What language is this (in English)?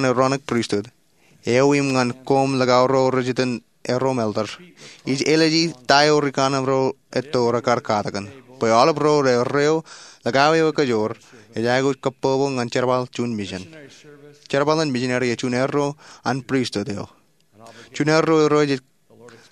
Marshallese